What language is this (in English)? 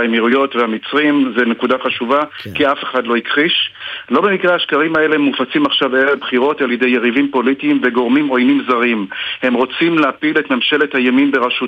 Hebrew